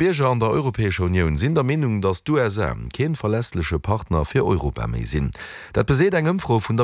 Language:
Luxembourgish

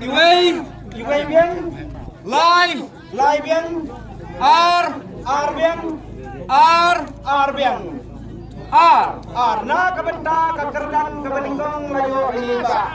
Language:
Khasi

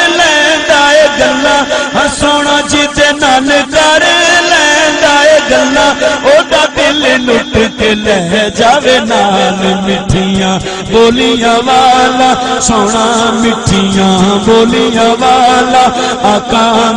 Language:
Saraiki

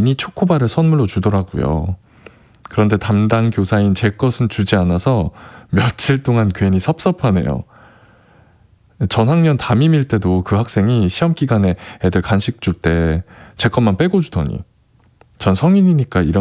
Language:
Korean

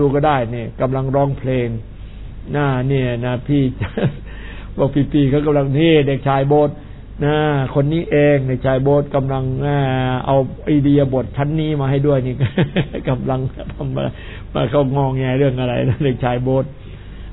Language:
Thai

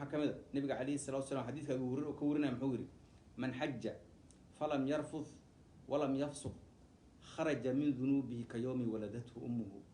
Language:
Somali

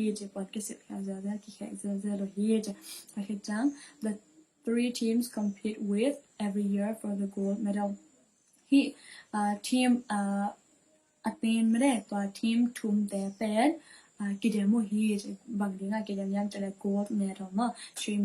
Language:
Tedim Chin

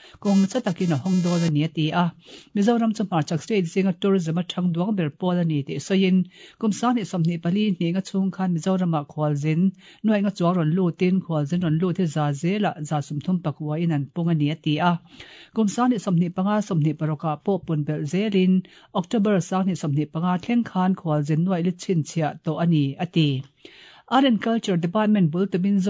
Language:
Mizo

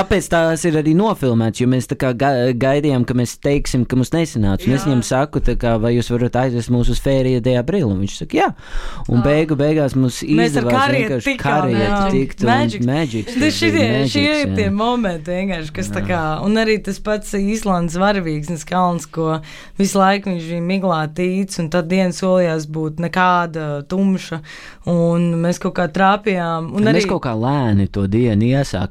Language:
Latvian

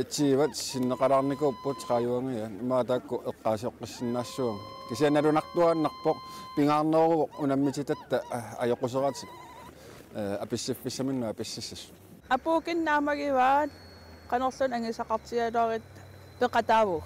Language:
Kalaallisut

